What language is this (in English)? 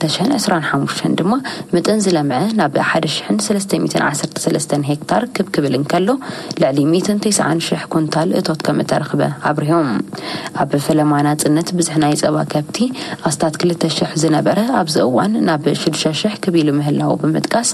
Tigrinya